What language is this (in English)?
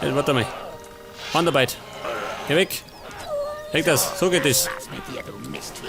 Bavarian